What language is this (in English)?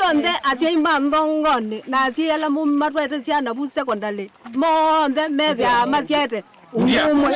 Kamba